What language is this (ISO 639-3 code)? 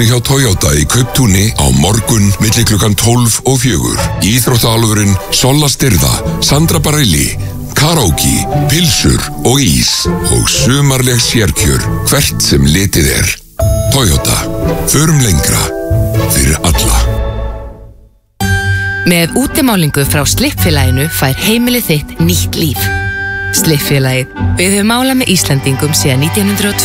isl